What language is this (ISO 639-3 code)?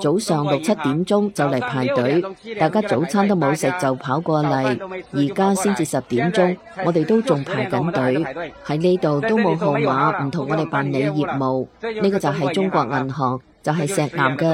yue